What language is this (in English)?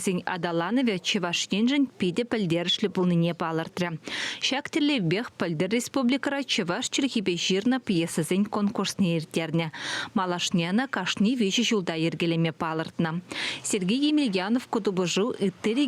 Chuvash